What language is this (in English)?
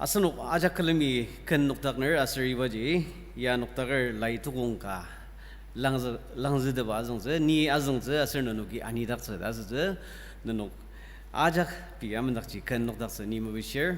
Ao Naga